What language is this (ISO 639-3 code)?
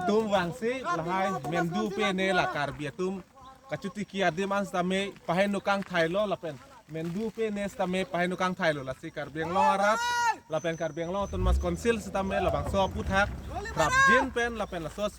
mjw